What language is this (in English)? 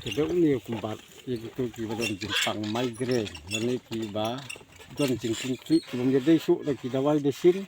Khasi